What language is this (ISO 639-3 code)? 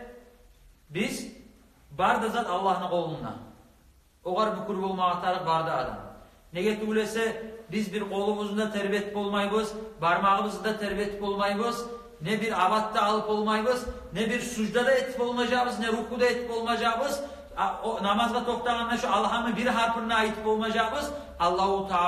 kum